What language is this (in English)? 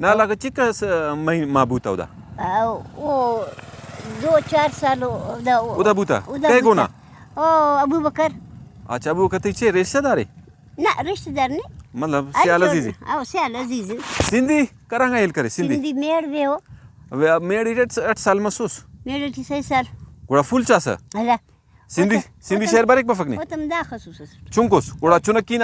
Brahui